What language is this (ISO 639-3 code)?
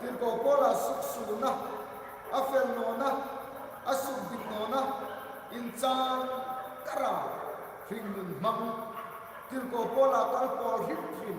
hmr